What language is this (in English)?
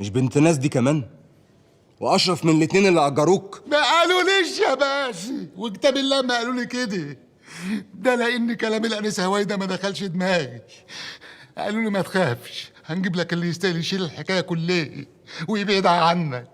Egyptian Arabic